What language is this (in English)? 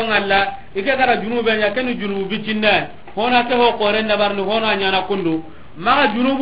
Soninke